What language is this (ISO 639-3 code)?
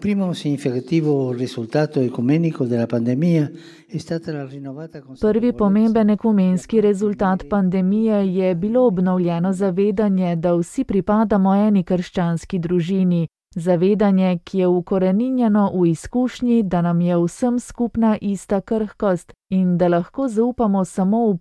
slv